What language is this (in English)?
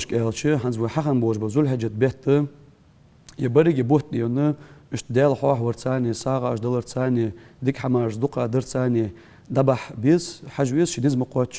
Ingush